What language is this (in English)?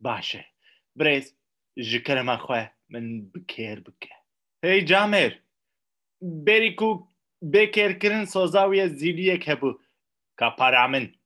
Kurdish